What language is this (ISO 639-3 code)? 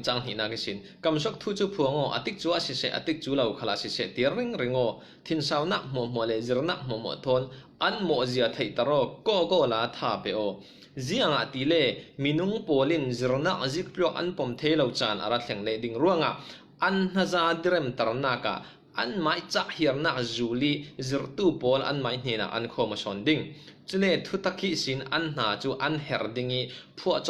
cfm